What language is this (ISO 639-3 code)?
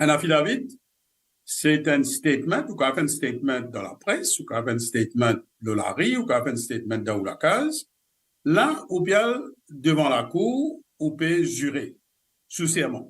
mfe